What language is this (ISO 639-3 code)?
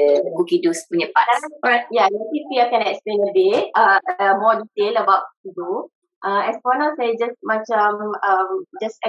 msa